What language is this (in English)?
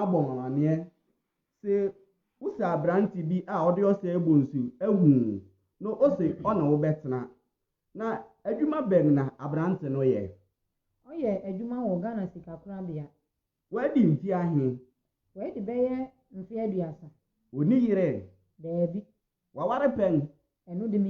Akan